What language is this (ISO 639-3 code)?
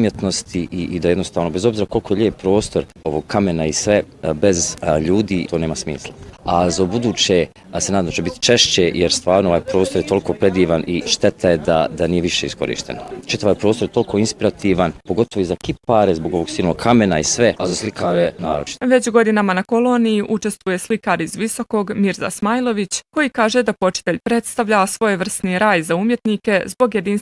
bos